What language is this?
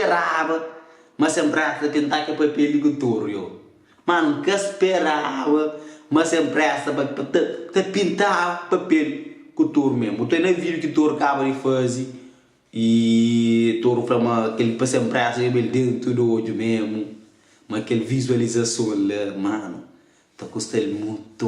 Kabuverdianu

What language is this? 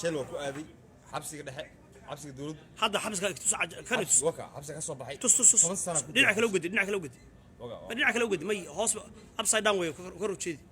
Somali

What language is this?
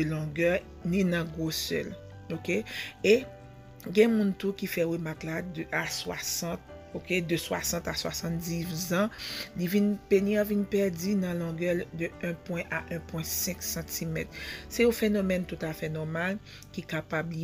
Haitian Creole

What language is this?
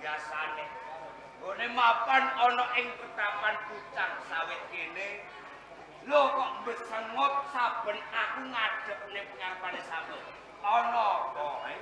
Javanese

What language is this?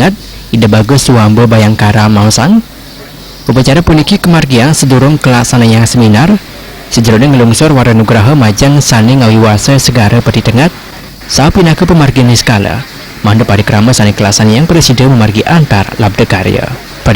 Balinese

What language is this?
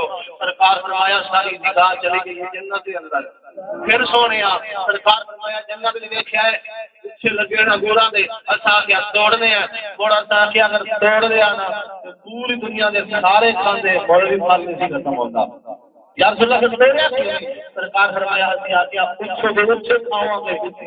Saraiki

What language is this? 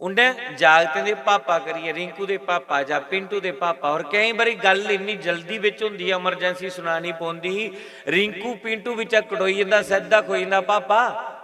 Dogri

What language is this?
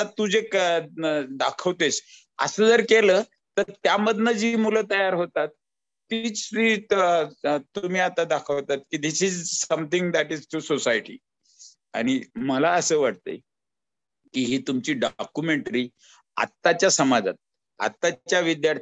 Marathi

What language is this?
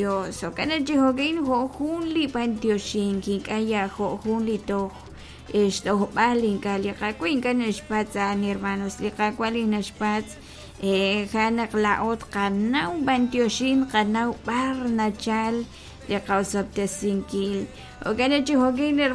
Kekchí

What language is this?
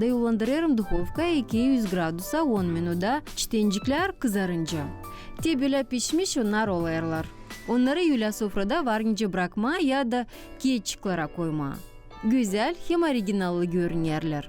Gagauz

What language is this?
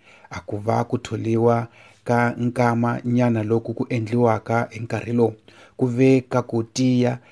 Tsonga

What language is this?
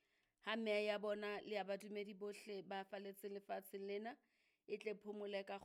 Southern Sotho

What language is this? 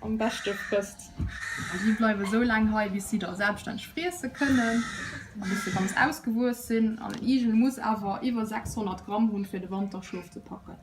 Luxembourgish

